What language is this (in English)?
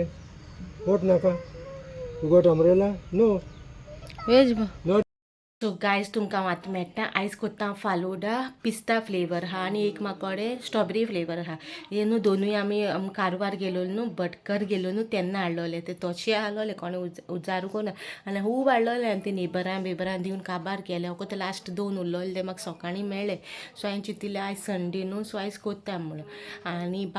Konkani